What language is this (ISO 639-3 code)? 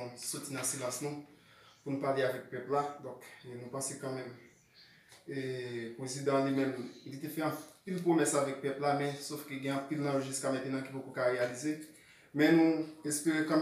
hat